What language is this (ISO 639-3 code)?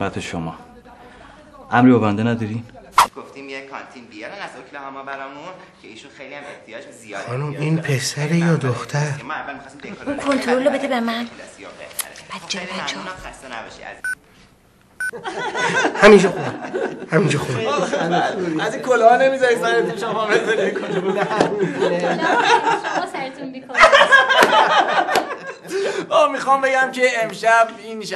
fas